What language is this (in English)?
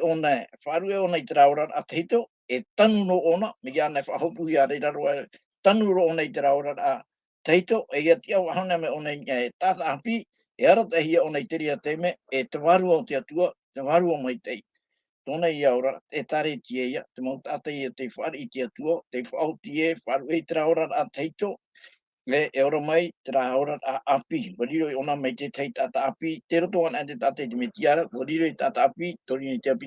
Tahitian